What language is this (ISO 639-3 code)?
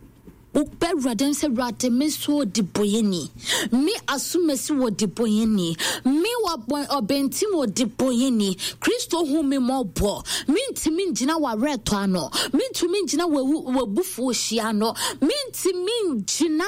aka